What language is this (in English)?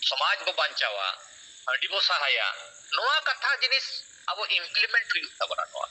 Santali